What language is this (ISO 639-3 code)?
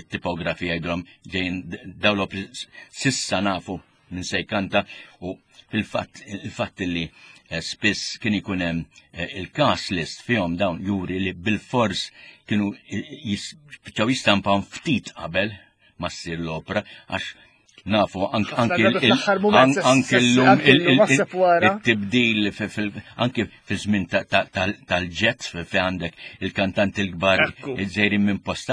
mlt